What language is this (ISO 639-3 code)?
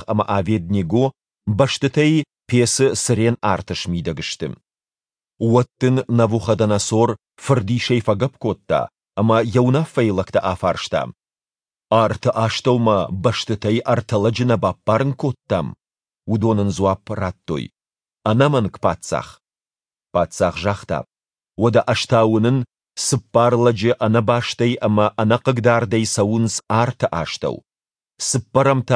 oss